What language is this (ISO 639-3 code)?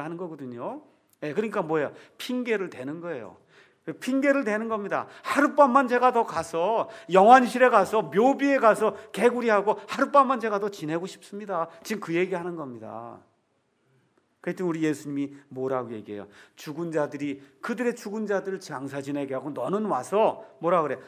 kor